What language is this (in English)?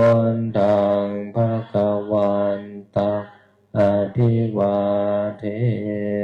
Pali